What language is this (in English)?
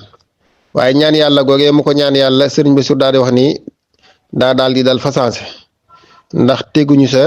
Wolof